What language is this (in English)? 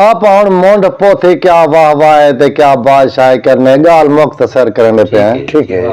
Saraiki